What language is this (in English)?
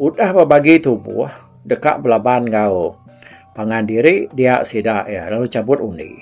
Iban